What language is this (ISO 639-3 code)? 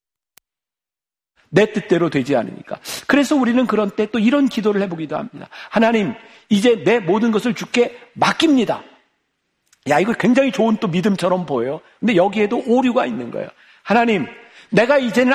kor